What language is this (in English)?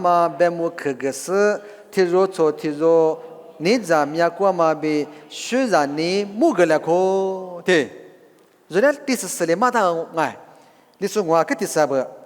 Lisu